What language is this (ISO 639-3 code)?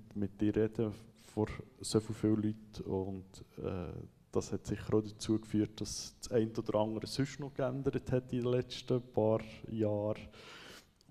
gsw